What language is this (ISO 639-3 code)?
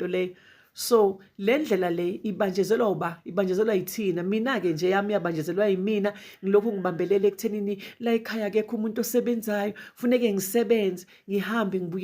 zul